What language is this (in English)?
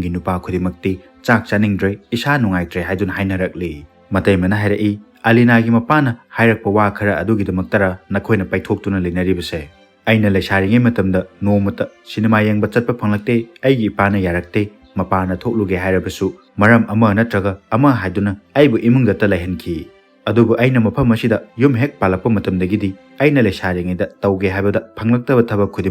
Manipuri